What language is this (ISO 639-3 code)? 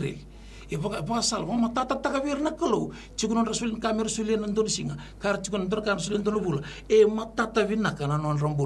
fij